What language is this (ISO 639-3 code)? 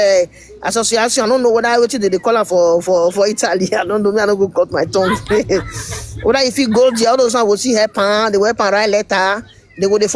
pcm